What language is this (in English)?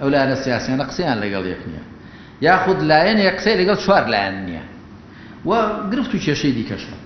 Central Kurdish